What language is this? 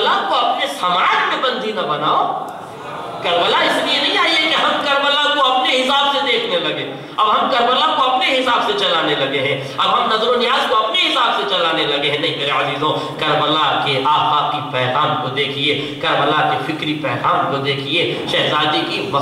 Urdu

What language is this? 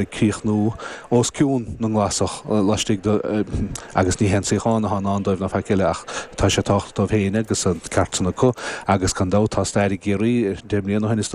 Irish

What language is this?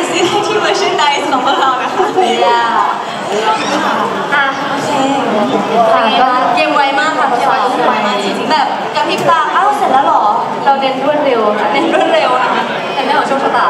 Thai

